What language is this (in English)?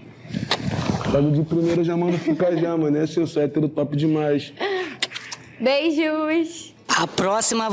Portuguese